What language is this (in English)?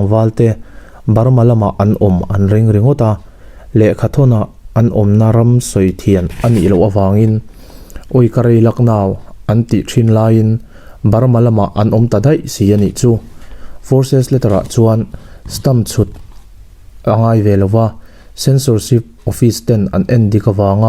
Mizo